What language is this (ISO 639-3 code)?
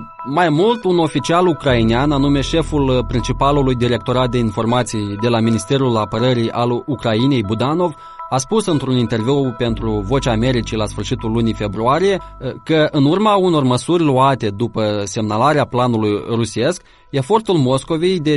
ron